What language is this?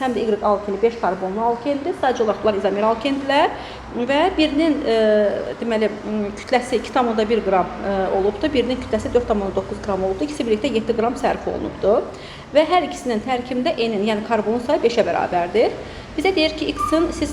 Azerbaijani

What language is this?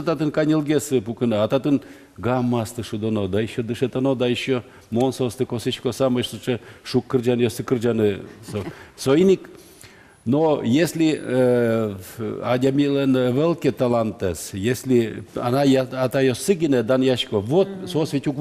Udmurt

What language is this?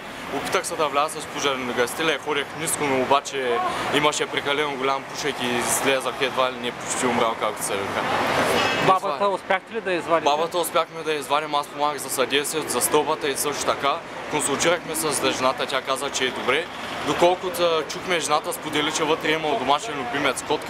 Bulgarian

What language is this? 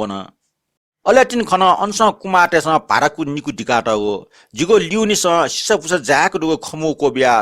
Newari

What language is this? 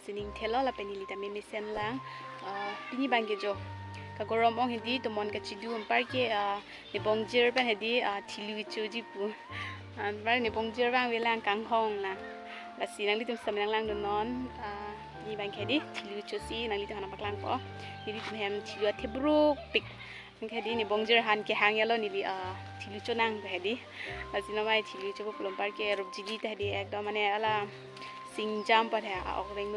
Karbi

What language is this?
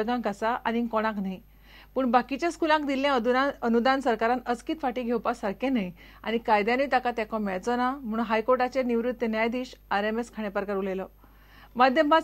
Konkani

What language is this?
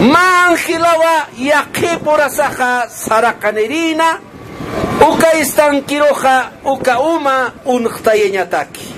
Aymara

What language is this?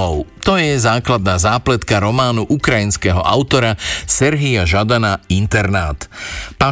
Slovak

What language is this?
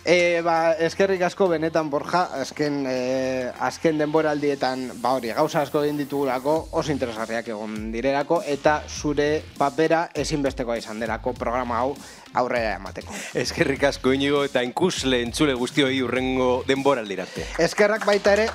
Basque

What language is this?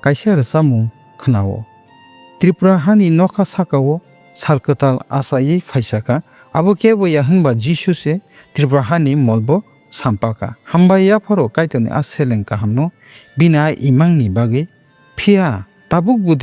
Kok Borok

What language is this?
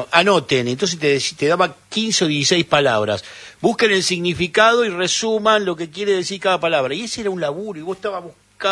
Spanish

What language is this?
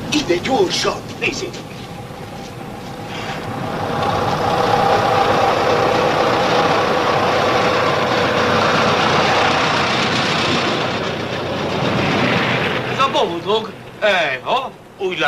Hungarian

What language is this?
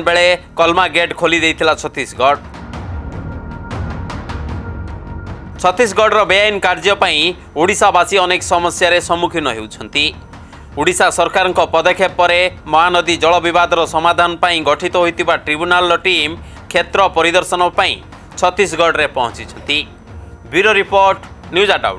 Odia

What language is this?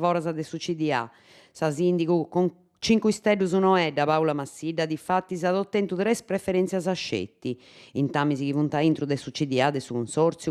Sardinian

